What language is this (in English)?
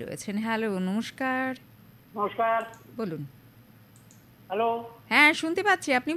Bangla